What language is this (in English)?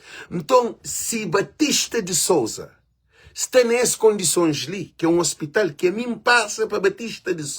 Kabuverdianu